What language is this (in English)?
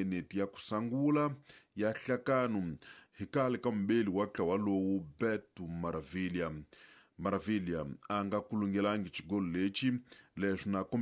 Tsonga